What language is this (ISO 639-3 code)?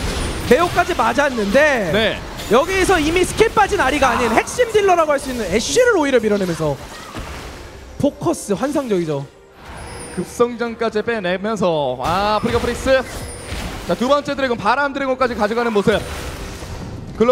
kor